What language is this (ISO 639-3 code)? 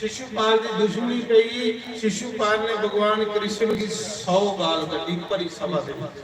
doi